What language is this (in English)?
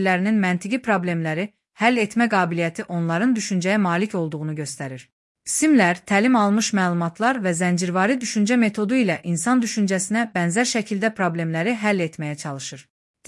Azerbaijani